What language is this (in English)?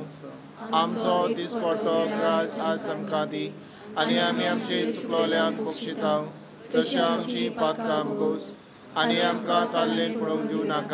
Konkani